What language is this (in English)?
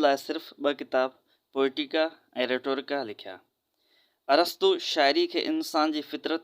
Sindhi